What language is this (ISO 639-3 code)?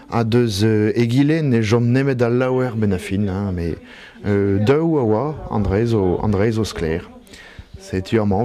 bre